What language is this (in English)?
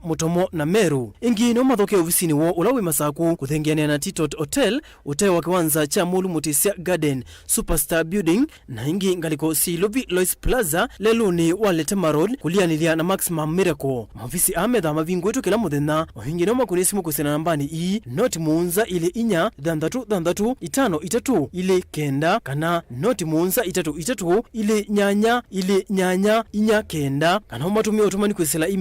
Kamba